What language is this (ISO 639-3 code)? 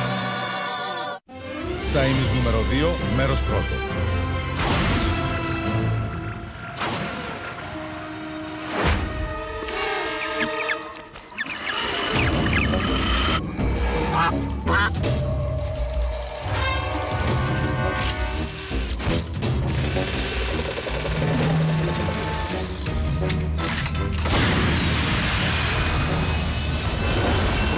ell